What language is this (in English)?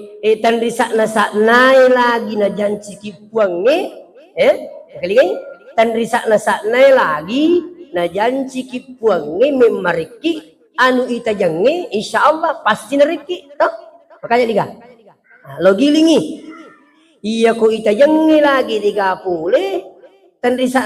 Buginese